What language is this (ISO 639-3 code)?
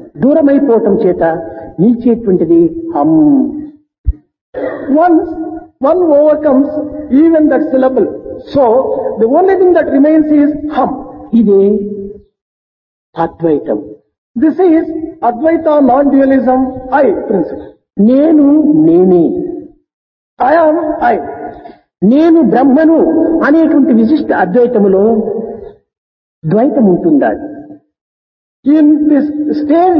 tel